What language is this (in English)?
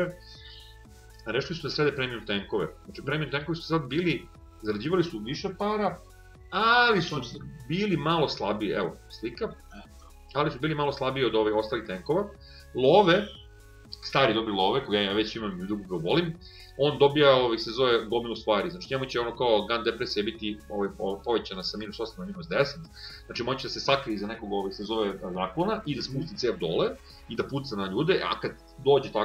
Serbian